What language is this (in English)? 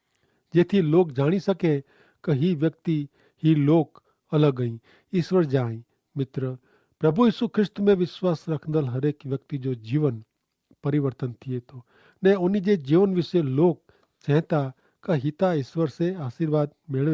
Kachhi